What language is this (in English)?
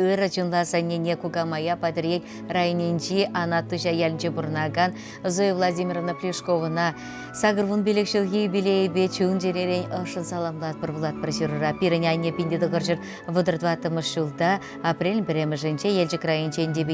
Chuvash